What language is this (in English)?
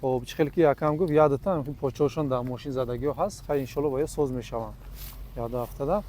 Tajik